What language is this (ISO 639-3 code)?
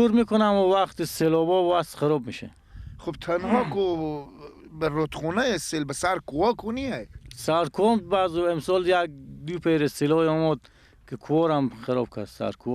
fas